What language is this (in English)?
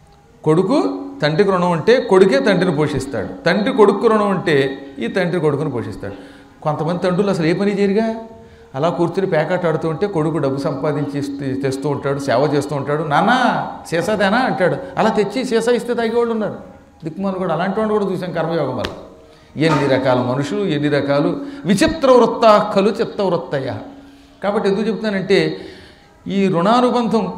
Telugu